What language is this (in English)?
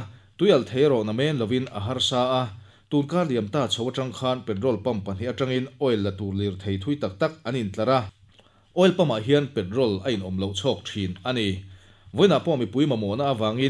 Mizo